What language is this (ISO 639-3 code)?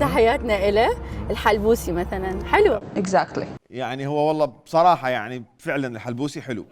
acm